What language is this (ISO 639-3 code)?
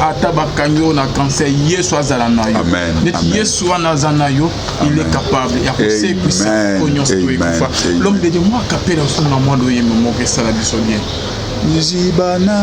lin